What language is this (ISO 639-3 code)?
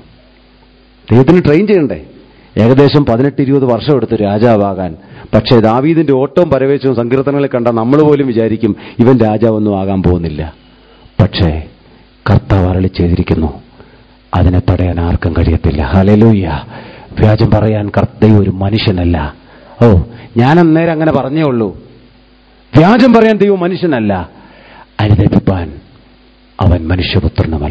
mal